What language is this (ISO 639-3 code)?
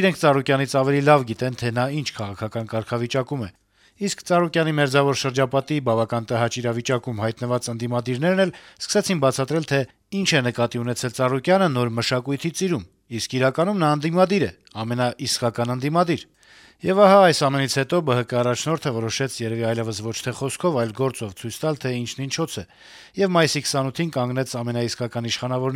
hye